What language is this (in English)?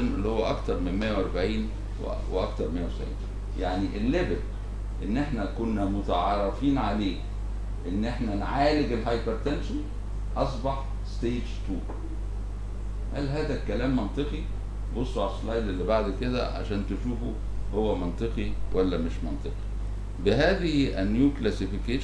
Egyptian Arabic